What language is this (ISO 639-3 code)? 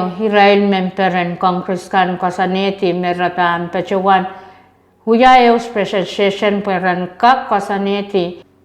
pon